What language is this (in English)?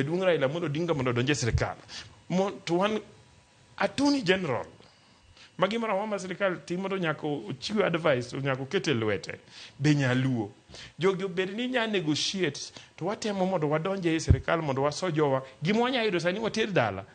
Luo (Kenya and Tanzania)